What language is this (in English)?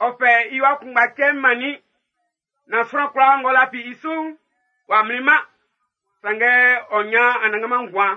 Baoulé